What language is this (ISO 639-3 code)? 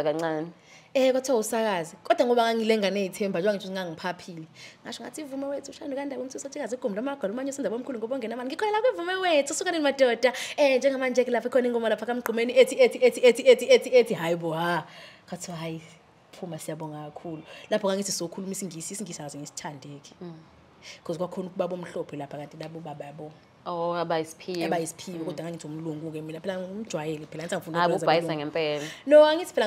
zul